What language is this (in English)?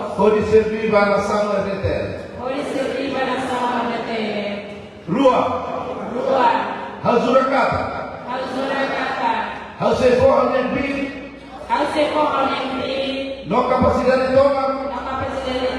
Tetum